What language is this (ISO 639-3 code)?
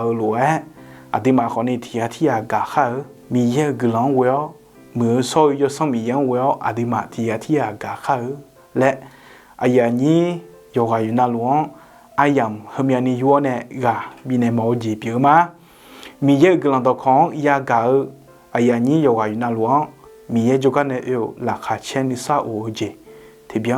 ahk